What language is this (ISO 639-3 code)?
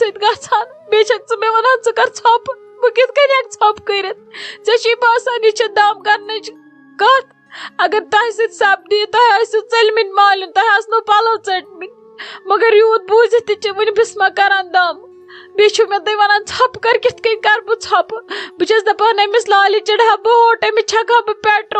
kas